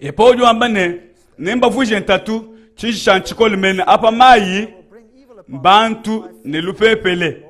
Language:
Luba-Lulua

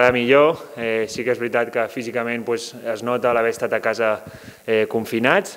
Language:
Catalan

